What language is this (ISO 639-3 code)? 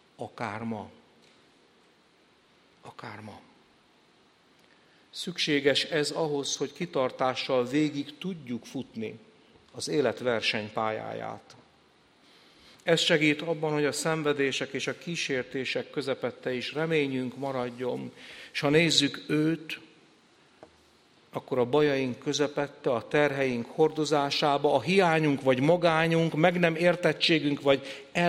hun